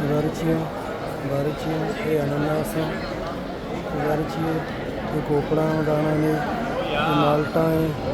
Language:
Baluchi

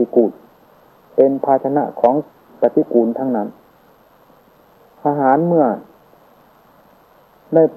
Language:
Thai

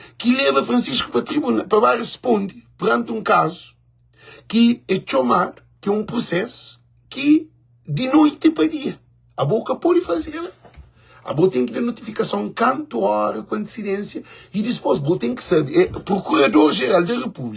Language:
Kabuverdianu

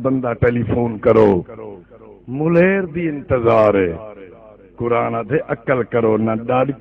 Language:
Saraiki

